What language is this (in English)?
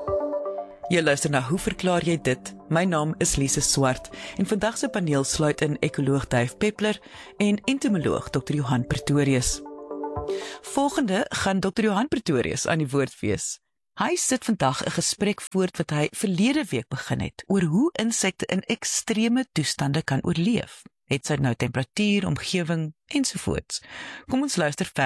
Afrikaans